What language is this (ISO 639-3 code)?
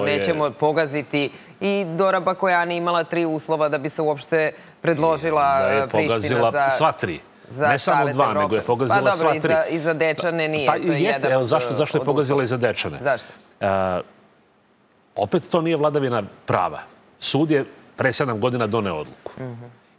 srp